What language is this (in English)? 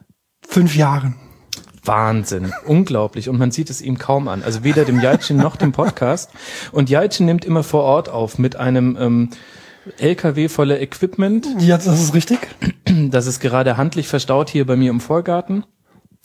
German